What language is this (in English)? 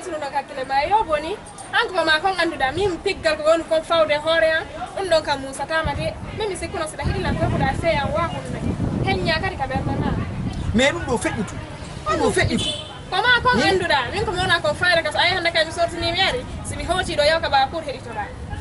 Fula